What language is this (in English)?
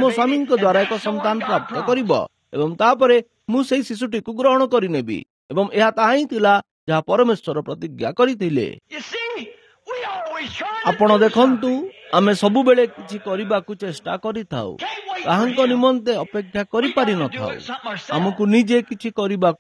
Odia